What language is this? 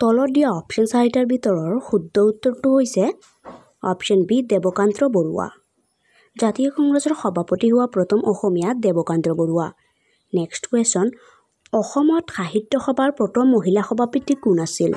Assamese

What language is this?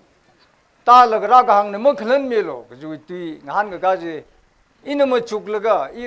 Tangkhul Naga (India)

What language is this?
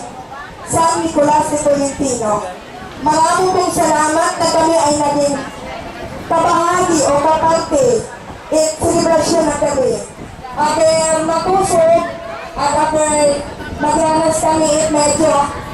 Bantoanon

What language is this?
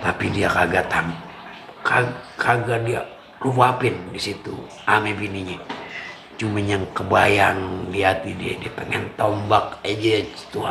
Betawi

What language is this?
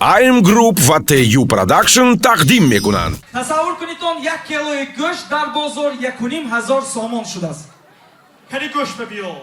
Tajik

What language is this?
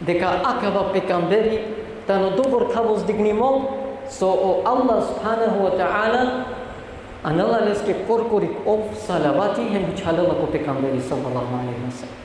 Balkan Romani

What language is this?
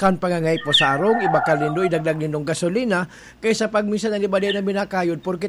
Bikol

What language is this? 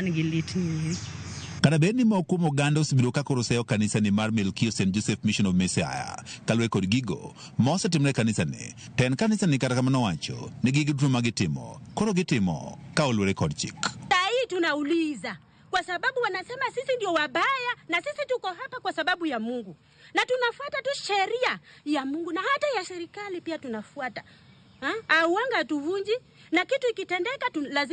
Luo (Kenya and Tanzania)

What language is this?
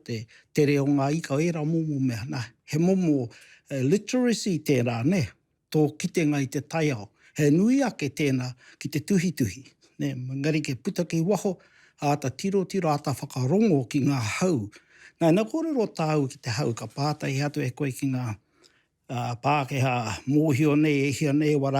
Māori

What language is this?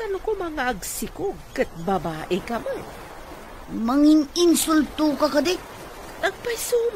Iloko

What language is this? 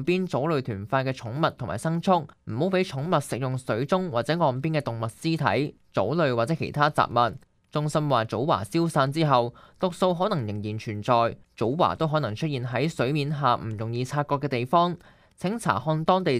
Cantonese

